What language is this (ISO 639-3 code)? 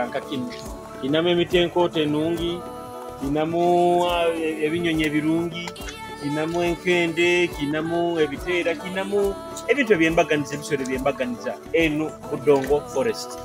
nyo